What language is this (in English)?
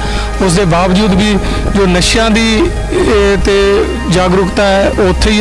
Punjabi